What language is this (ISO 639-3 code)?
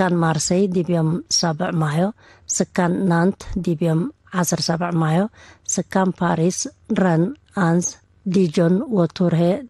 tig